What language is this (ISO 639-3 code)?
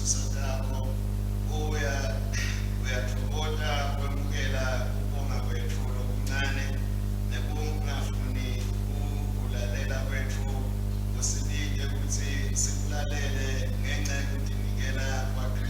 ssw